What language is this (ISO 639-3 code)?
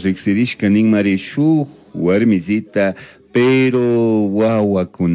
qug